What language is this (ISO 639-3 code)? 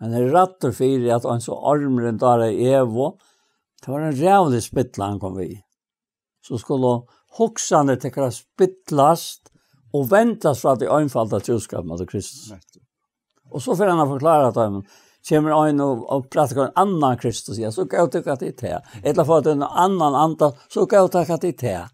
fao